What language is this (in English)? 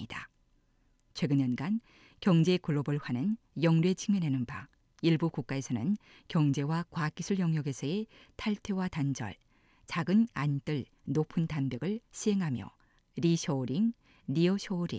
Korean